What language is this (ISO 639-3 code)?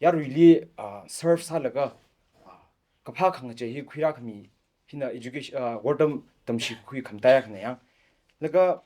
nmf